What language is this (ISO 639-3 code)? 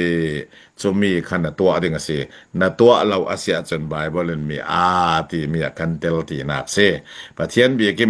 cfm